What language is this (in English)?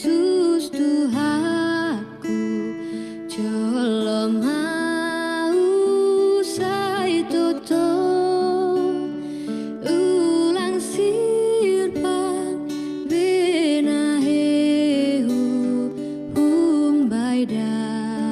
Batak Simalungun